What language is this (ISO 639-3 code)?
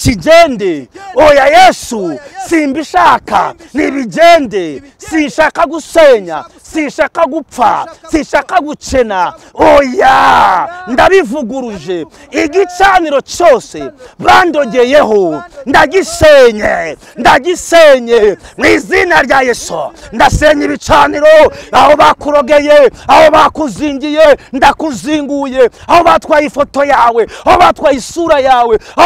kin